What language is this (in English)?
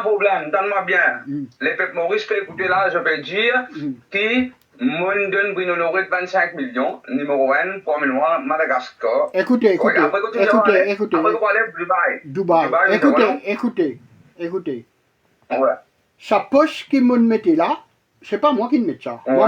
Morisyen